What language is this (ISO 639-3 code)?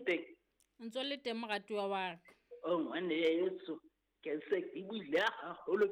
sot